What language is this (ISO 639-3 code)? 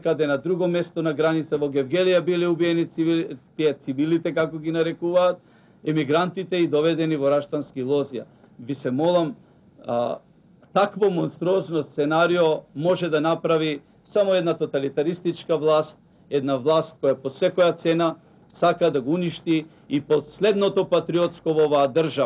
mkd